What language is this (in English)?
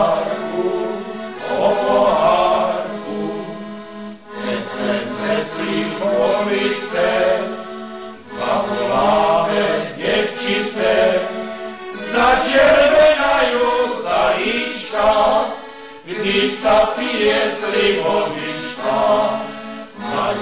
Slovak